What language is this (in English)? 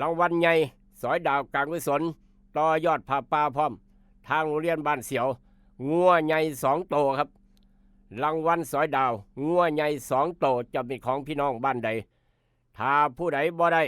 Northeastern Thai